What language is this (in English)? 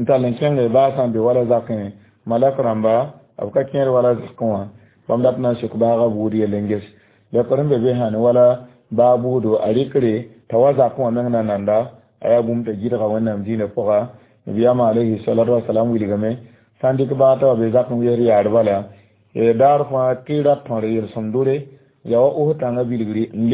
Mossi